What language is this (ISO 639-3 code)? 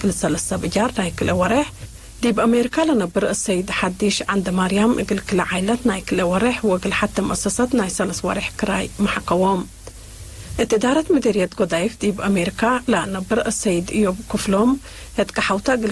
tig